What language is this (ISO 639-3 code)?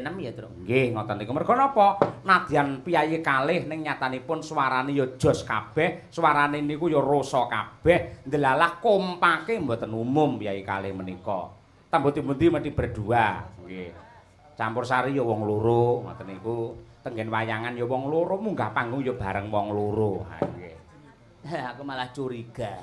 jav